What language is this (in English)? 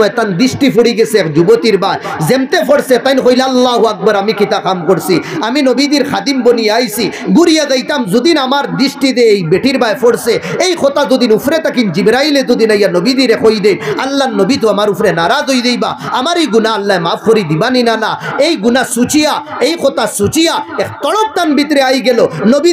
Sylheti